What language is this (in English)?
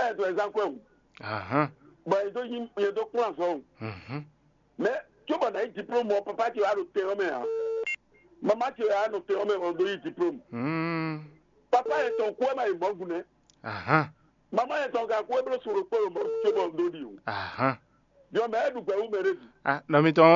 Fon